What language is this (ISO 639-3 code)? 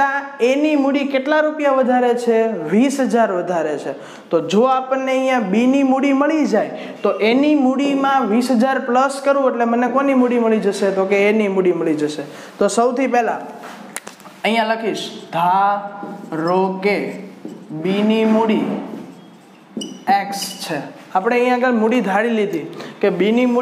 guj